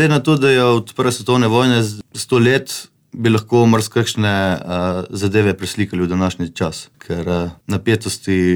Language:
Slovenian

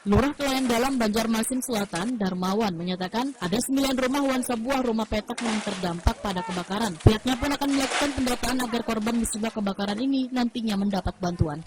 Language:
Banjar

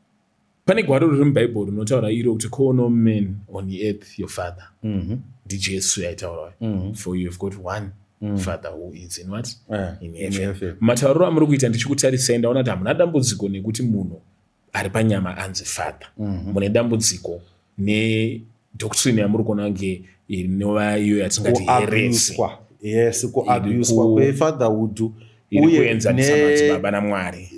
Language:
Shona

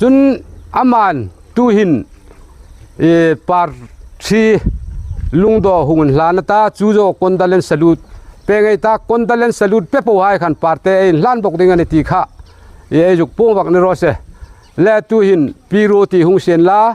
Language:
Hmar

